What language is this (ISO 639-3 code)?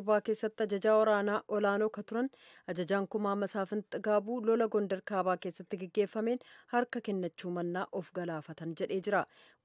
orm